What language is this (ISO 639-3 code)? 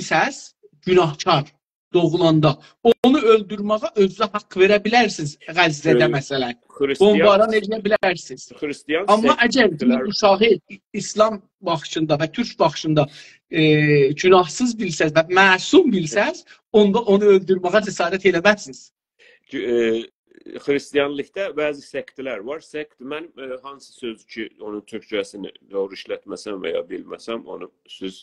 azb